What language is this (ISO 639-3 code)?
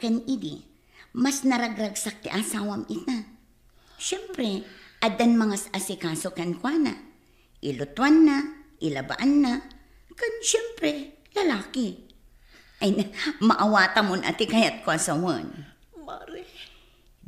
ilo